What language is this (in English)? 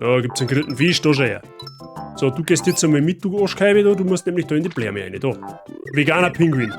Bavarian